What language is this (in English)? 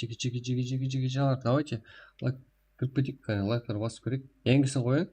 Kara-Kalpak